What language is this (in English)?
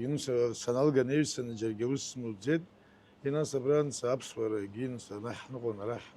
Abkhazian